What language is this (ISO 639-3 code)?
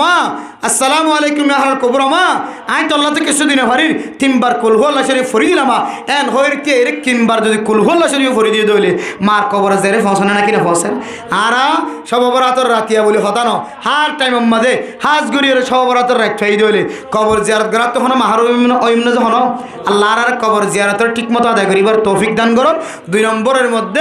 rhg